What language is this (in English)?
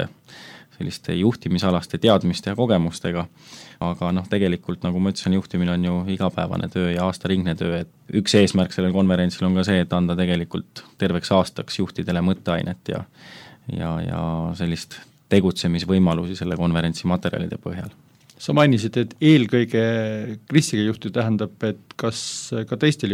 Estonian